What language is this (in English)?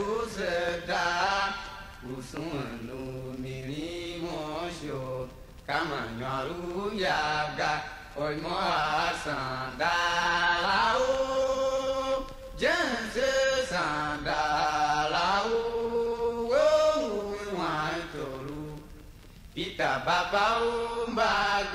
Tiv